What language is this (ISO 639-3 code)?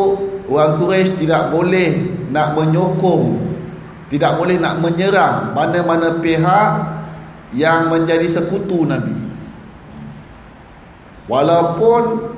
msa